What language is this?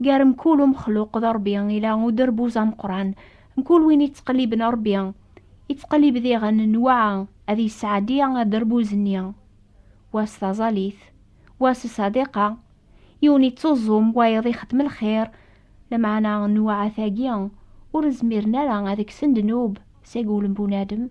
Kabyle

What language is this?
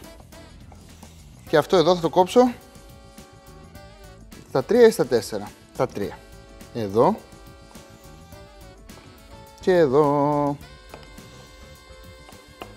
Greek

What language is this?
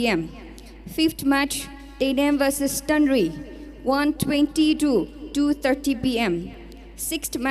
Tangkhul Naga (India)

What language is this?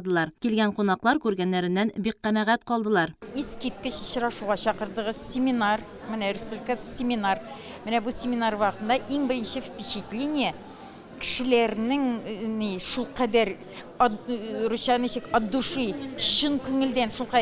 Tatar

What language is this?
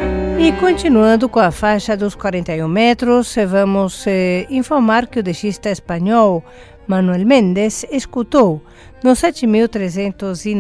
Portuguese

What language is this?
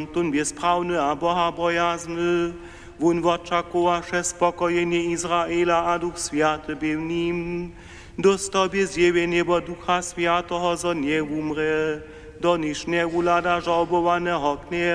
Upper Sorbian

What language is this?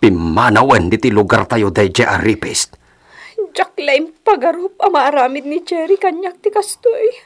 Iloko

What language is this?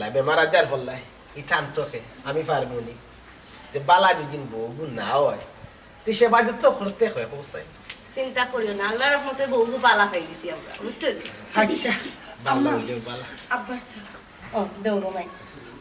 Sylheti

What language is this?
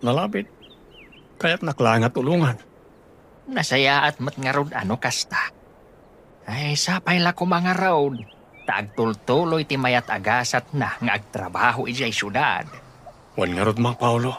Iloko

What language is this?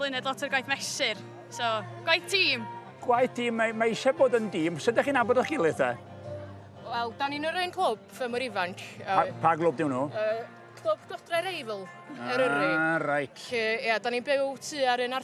Welsh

